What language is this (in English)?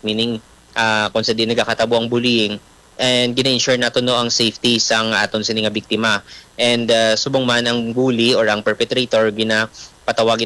Hiligaynon